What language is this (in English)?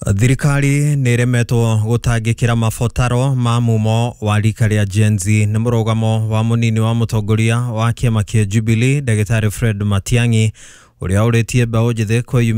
Kikuyu